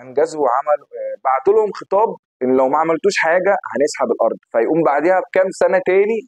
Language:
Egyptian Arabic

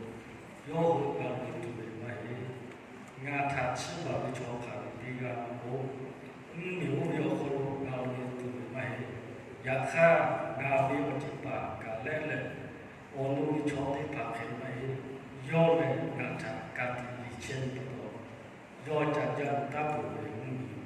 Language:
Lahu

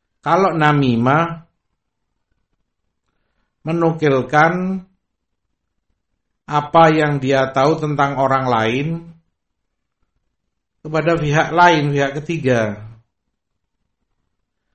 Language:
Indonesian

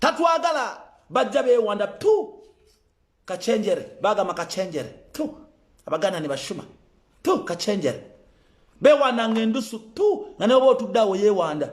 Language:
Ganda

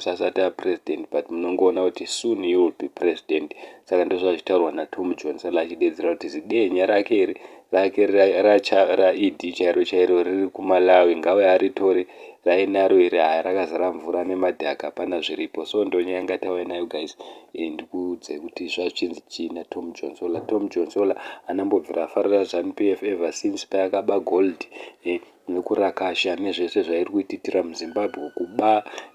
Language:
Shona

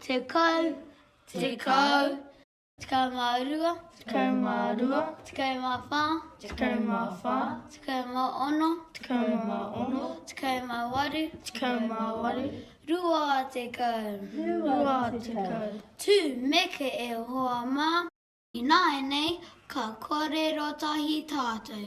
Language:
Māori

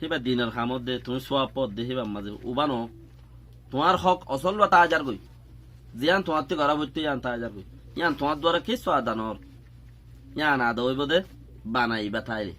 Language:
Rohingya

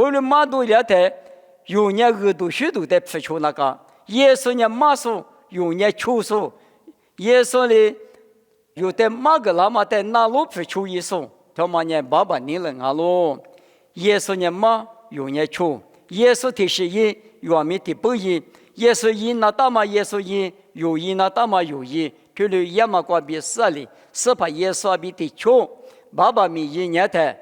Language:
Lisu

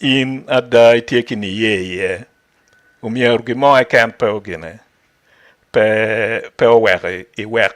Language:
Acoli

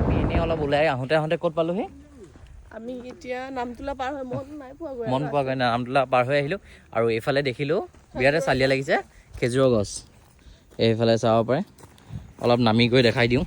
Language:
Assamese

